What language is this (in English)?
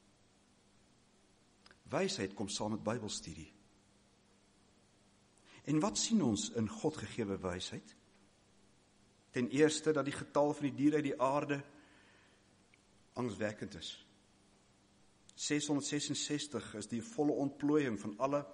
Afrikaans